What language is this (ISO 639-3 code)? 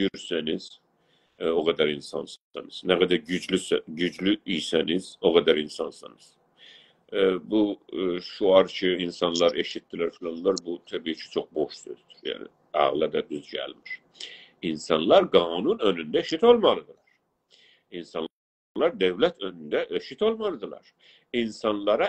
azb